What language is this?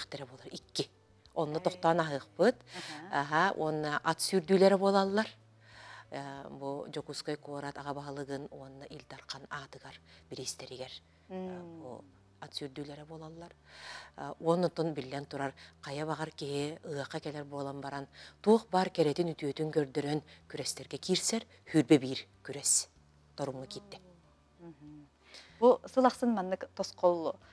Yakut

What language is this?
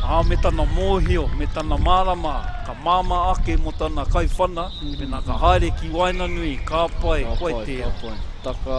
Māori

